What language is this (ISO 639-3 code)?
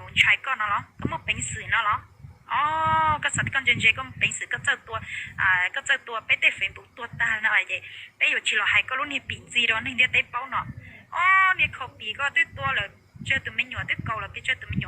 hmn